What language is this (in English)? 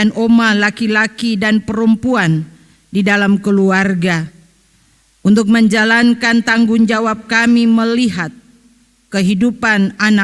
Ambonese Malay